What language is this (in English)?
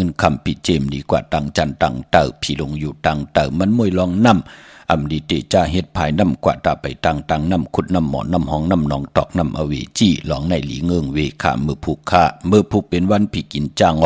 Shan